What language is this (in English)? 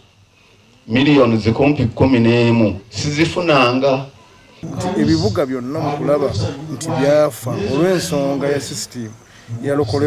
Ganda